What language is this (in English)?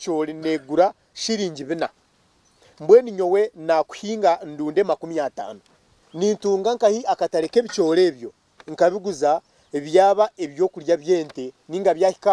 Nyankole